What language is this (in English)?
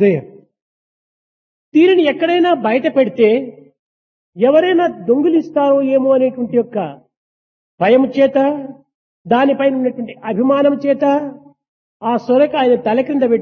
Telugu